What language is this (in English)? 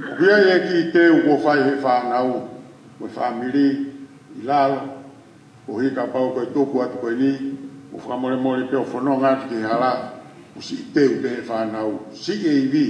Tongan